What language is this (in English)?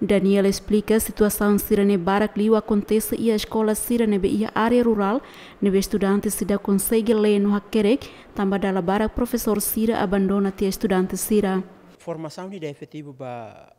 Tetum